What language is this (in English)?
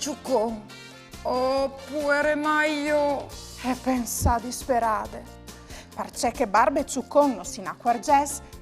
Friulian